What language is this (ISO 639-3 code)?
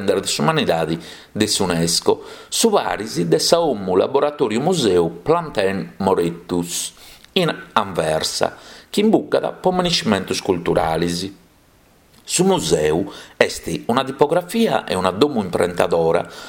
srd